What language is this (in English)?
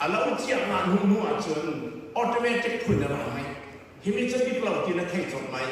Falam Chin